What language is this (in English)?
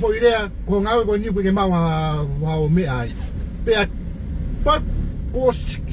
Tongan